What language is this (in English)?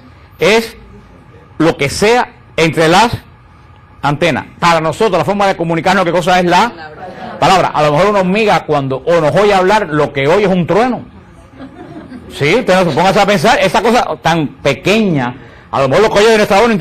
Spanish